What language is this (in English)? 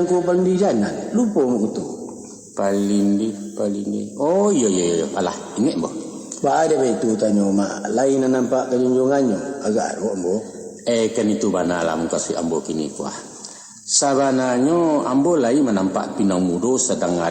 Minangkabau